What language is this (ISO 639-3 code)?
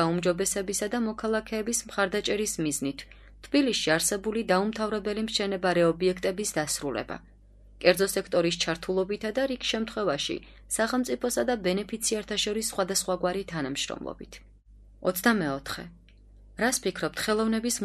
kat